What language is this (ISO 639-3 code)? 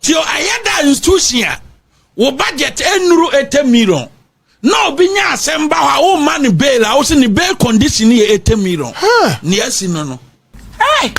aka